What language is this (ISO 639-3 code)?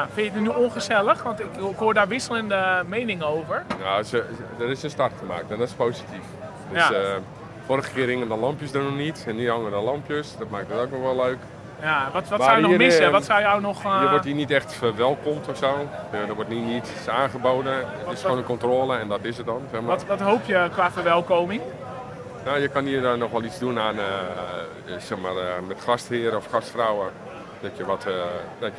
nld